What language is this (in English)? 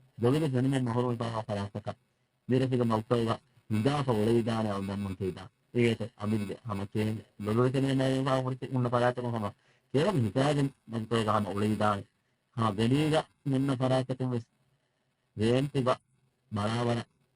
Divehi